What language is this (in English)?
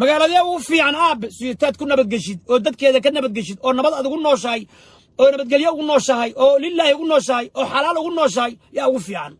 Somali